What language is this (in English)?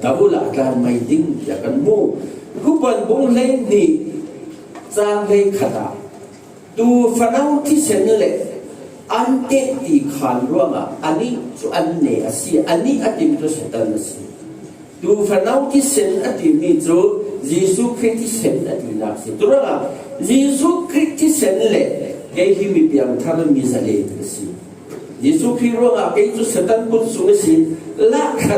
Falam Chin